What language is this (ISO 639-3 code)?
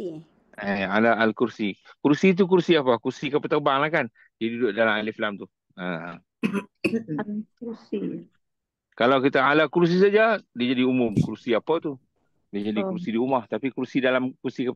msa